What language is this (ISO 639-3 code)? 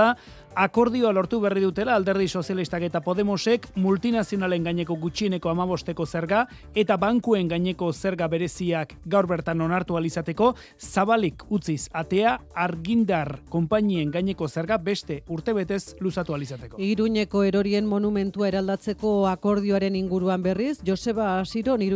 eus